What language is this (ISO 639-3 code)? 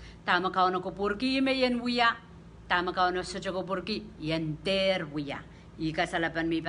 pon